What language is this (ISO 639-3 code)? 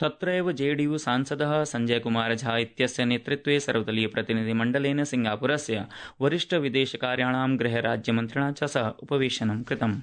san